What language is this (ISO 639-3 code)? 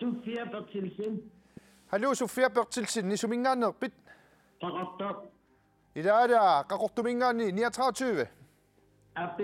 kal